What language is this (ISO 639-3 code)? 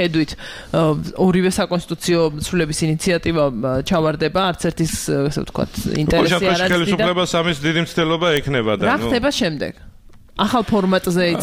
kat